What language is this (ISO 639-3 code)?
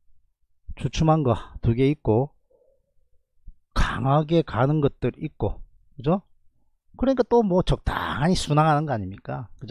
kor